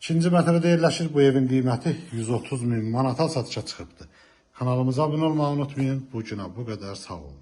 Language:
Azerbaijani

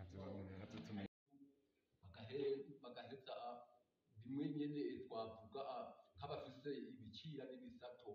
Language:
Rundi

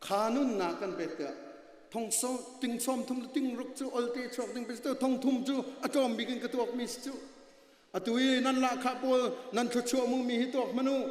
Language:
Hakha Chin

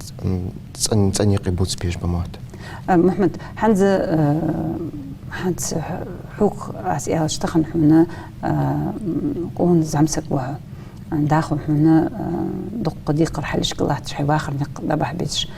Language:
Ingush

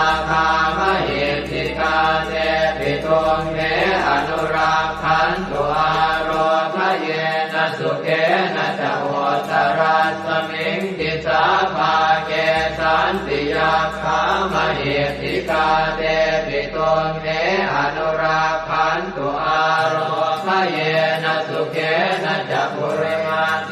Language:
Pali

